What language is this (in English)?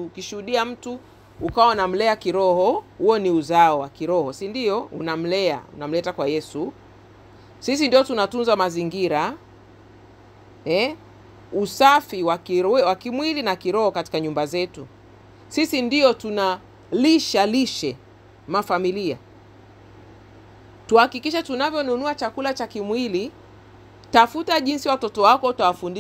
Swahili